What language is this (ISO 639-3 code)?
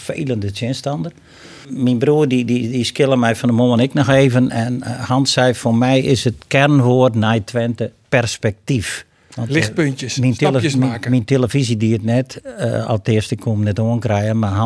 fry